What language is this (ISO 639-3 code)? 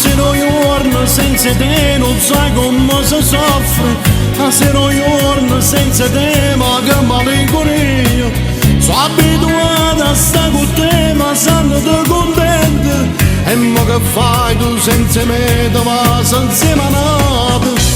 nap